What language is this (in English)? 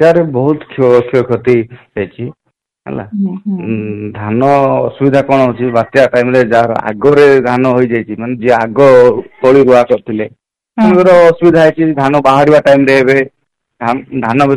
Odia